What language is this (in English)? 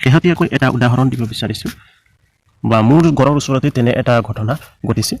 Assamese